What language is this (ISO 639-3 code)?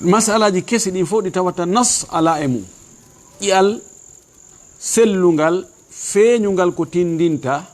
ful